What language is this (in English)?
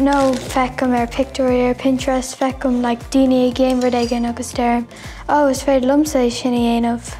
Irish